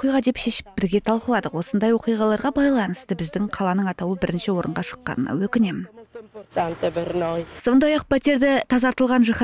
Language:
Kazakh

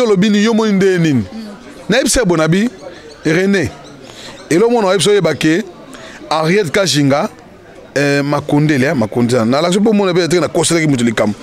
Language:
Lingala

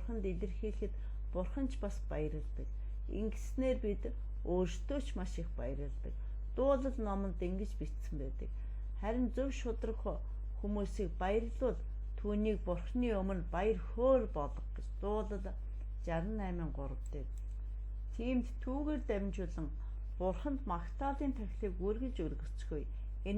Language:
Mongolian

